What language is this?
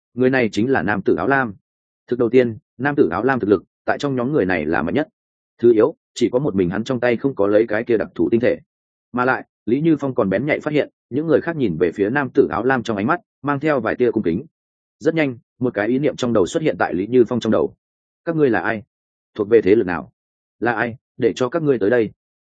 Vietnamese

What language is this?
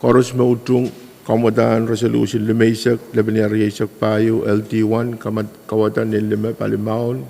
Pohnpeian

